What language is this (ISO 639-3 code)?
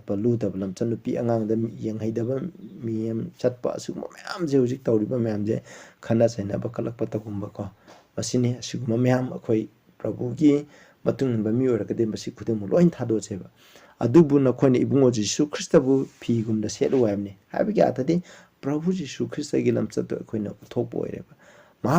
mni